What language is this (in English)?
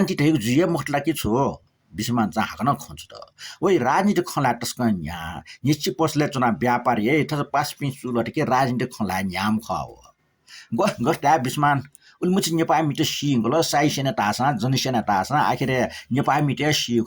Newari